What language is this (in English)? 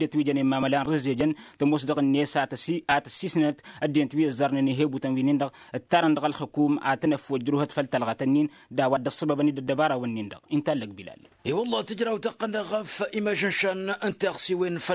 Tamasheq